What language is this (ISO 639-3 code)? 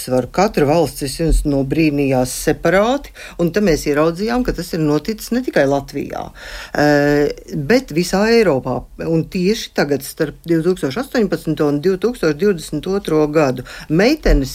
lav